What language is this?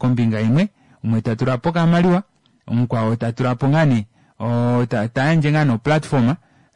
Kuanyama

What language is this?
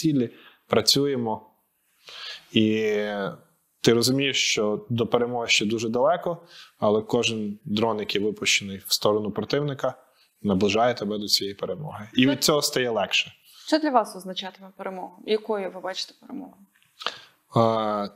Ukrainian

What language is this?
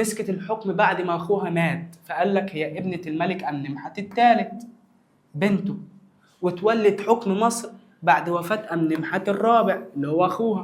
Egyptian Arabic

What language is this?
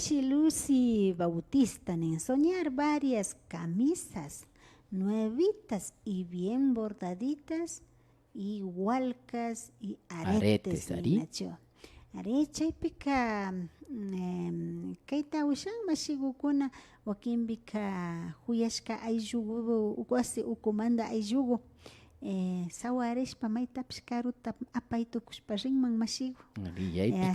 Imbabura Highland Quichua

